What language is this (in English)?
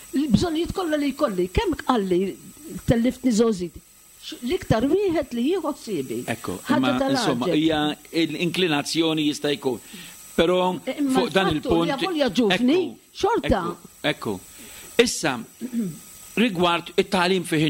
Maltese